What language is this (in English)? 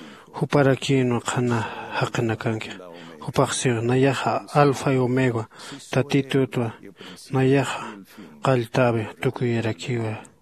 Aymara